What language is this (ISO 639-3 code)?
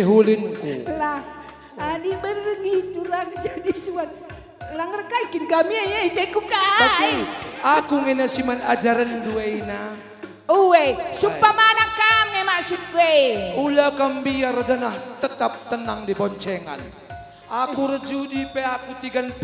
btx